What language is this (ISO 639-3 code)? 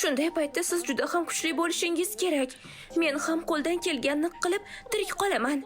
uzb